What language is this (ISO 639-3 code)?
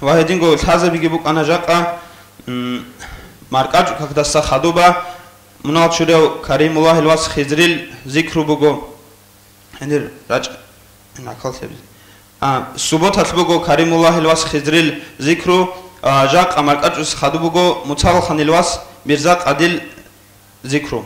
ava